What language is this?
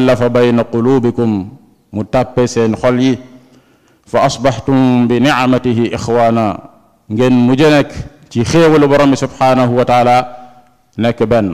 Wolof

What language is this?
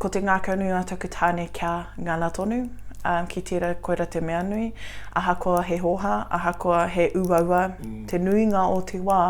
Māori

